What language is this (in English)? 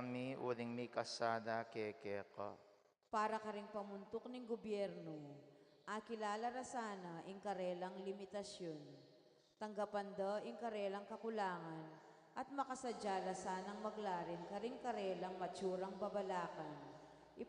Pampanga